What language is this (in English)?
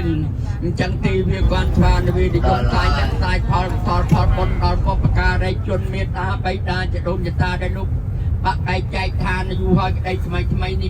Khmer